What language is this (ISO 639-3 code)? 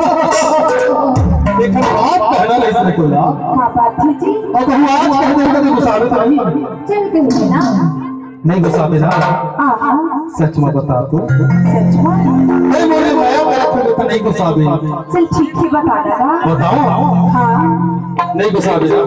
hne